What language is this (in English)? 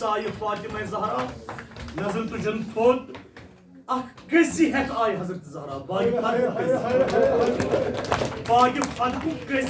Kashmiri